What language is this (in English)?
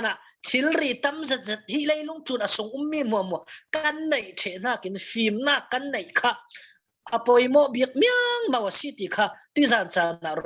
Falam Chin